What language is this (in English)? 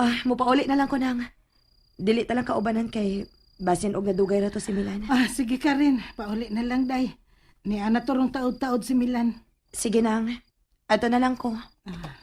Cebuano